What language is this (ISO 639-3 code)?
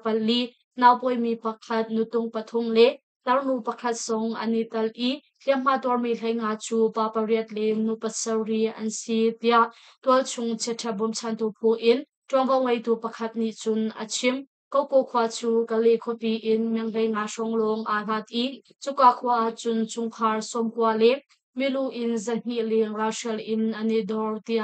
cnh